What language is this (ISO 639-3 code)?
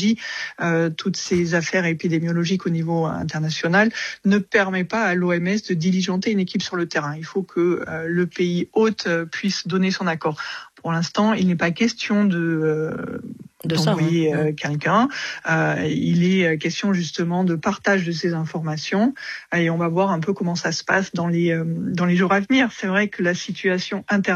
fra